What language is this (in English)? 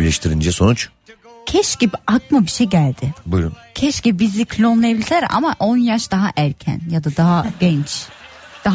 Turkish